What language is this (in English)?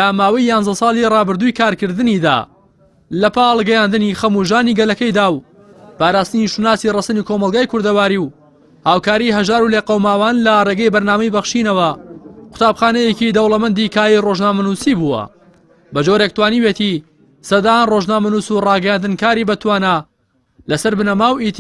Central Kurdish